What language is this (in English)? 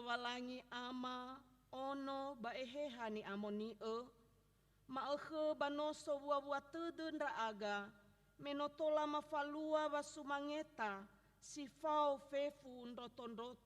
Nias